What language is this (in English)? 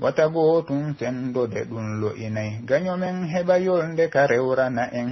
Pular